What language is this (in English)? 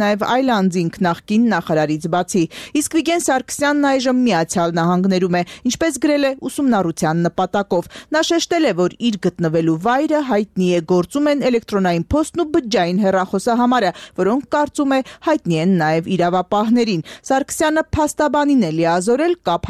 Armenian